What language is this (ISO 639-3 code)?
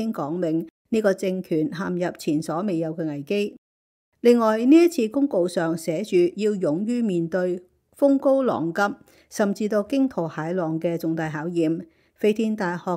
yue